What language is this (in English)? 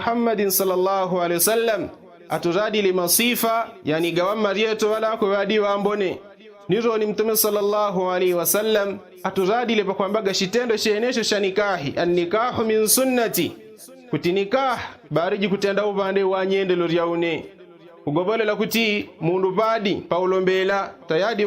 Yao